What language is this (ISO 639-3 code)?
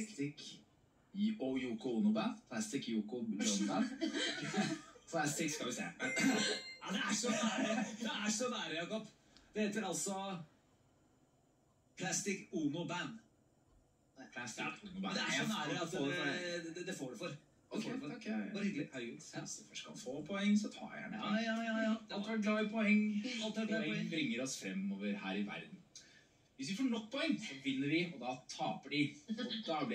nor